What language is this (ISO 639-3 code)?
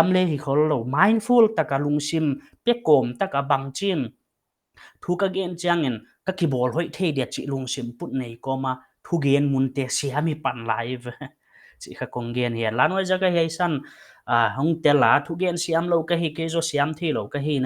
pck